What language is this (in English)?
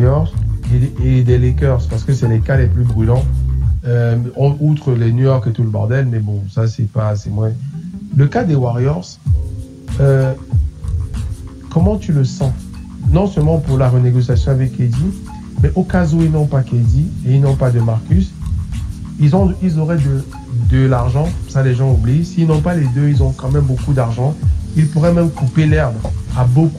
French